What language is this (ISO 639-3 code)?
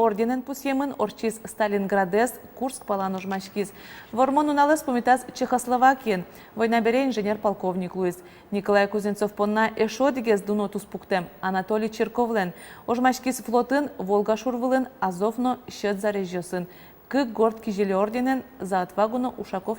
udm